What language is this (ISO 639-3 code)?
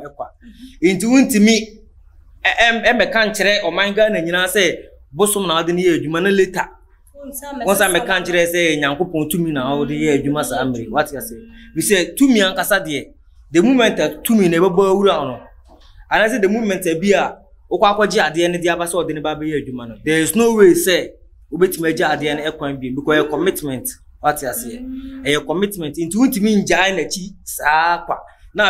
aka